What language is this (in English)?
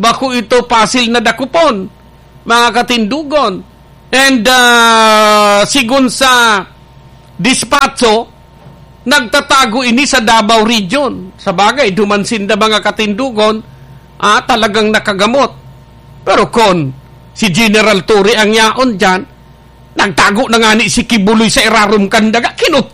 Bikol